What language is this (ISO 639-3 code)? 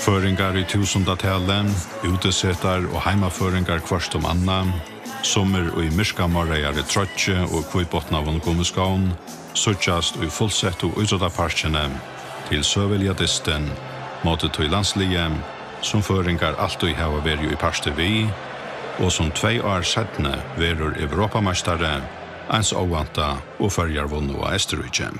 fao